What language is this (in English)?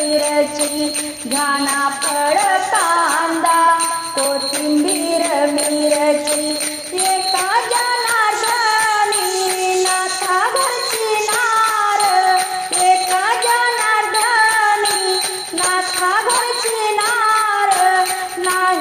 Marathi